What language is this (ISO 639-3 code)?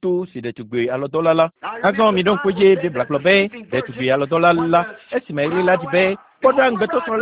ewe